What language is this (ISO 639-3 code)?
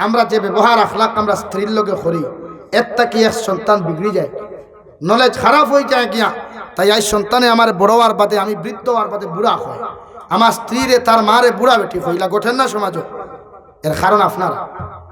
syl